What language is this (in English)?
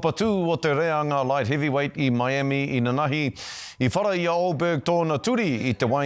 Māori